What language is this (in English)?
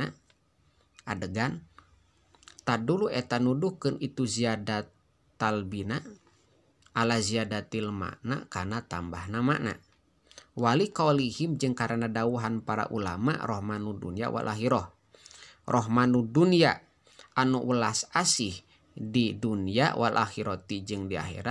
Sundanese